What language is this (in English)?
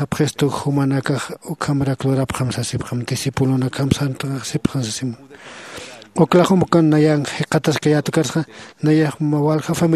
Aymara